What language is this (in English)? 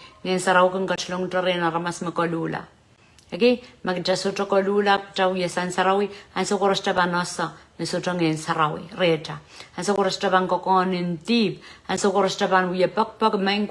Pohnpeian